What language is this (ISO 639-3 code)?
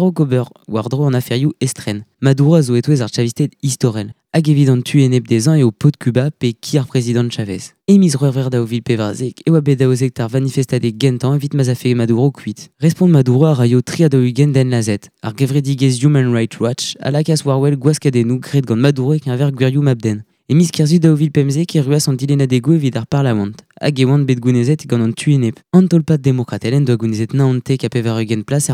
bre